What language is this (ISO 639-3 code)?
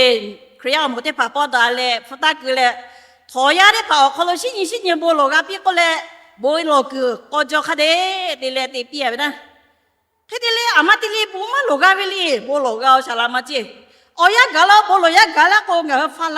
lhu